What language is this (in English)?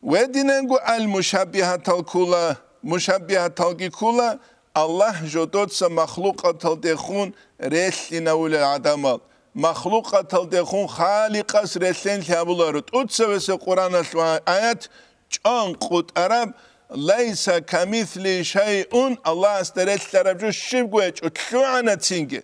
Avaric